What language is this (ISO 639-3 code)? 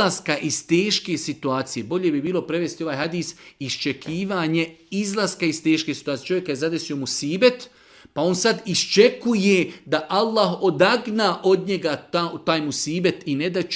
bos